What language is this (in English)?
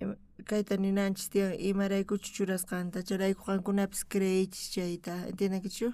South Bolivian Quechua